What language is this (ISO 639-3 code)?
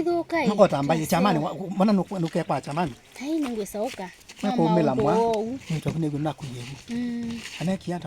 kam